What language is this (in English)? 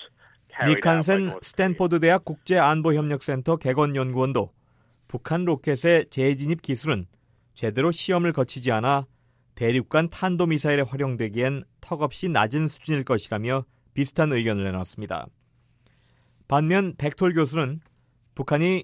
Korean